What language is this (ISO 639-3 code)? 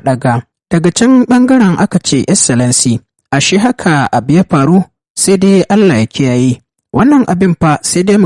hau